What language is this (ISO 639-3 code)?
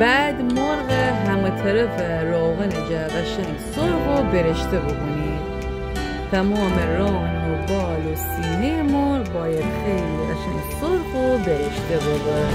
glk